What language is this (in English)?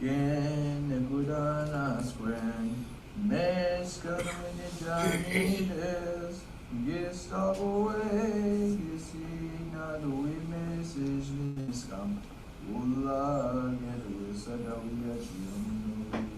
Mi'kmaw